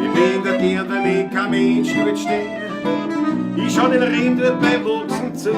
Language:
Bavarian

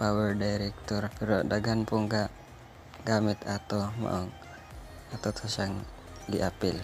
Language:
Cebuano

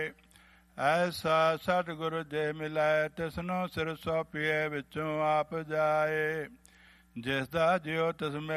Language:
Punjabi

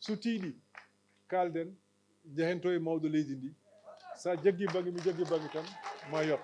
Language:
Fula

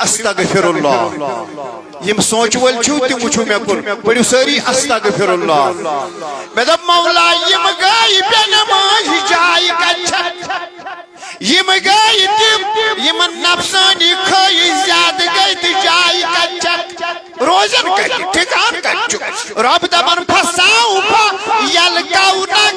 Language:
Kashmiri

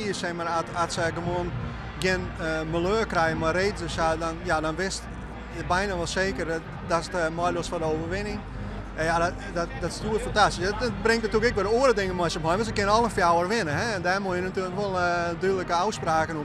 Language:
Western Frisian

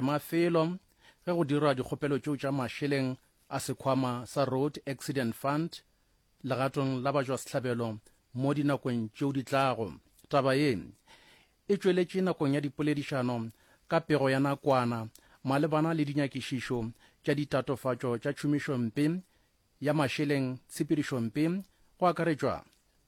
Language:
Northern Sotho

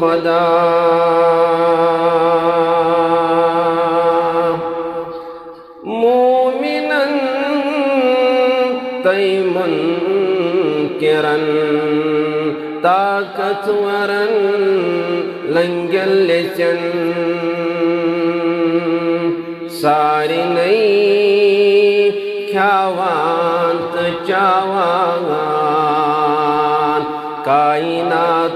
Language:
Kashmiri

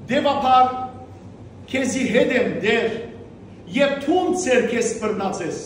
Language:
Western Armenian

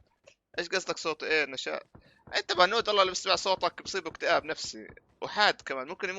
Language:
North Levantine Arabic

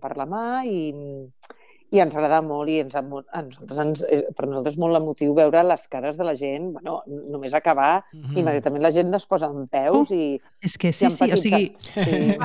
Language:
Catalan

